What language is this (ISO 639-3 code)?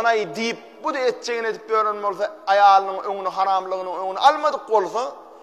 tuk